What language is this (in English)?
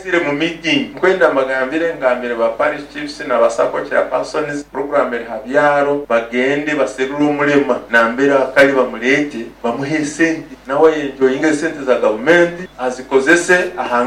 Nyankole